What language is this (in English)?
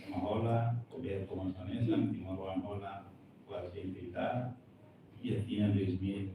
Tetum